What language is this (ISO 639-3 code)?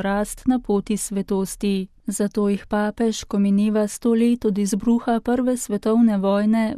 slv